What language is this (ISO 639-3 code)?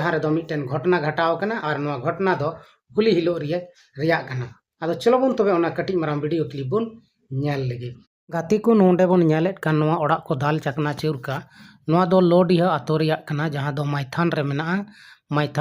sat